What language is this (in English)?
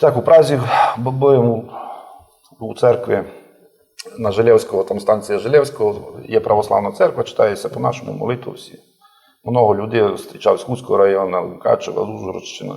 Rusyn